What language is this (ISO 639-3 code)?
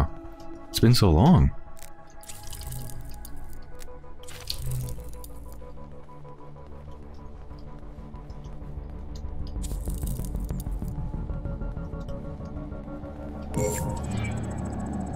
eng